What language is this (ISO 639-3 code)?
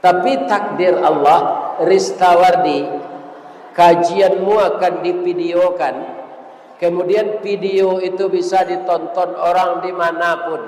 min